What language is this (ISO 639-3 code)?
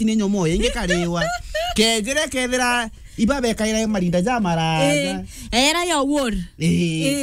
mer